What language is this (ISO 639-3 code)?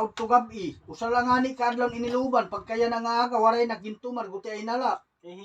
war